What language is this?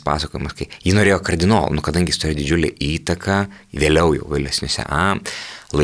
Lithuanian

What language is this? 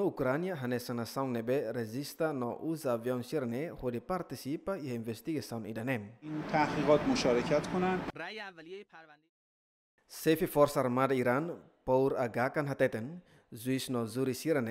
Tetum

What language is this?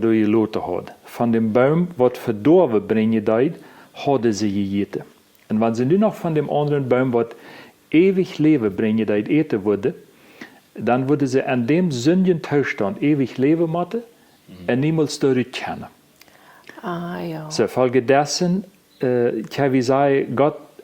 Plautdietsch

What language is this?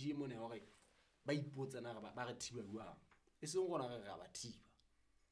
Southern Sotho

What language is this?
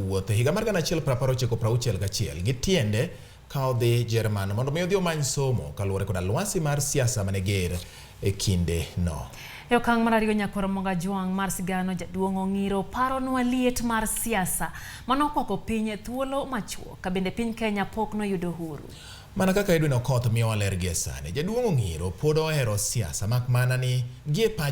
Luo (Kenya and Tanzania)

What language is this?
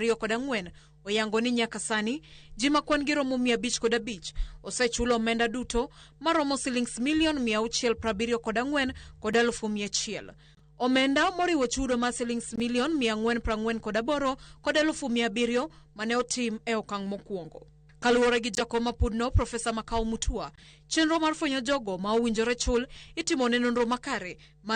Luo (Kenya and Tanzania)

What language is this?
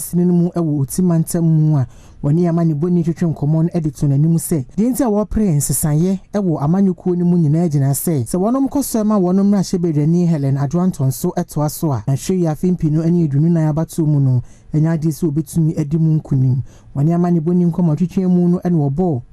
Akan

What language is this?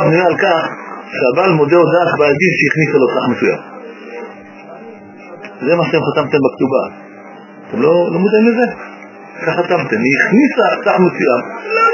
Hebrew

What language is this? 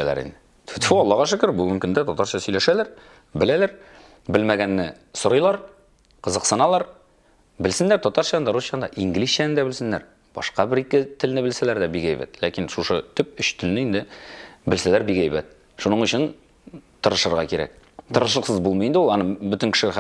Tatar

